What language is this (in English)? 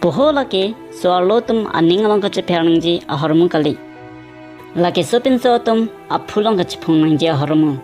Karbi